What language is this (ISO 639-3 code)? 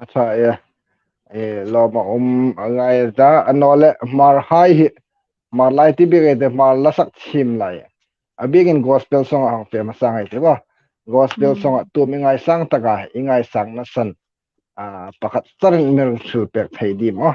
hmr